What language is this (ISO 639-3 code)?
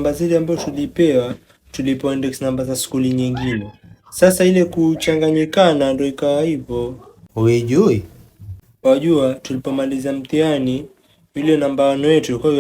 swa